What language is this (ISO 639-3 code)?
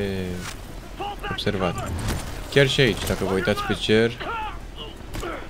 ron